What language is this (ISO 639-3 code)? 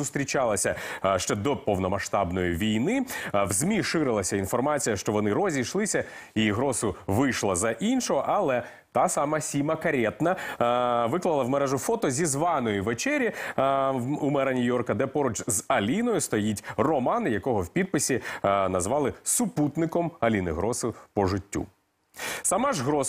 ukr